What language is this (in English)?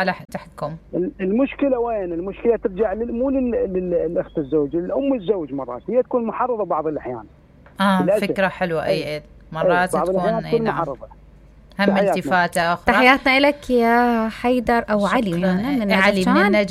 Mesopotamian Arabic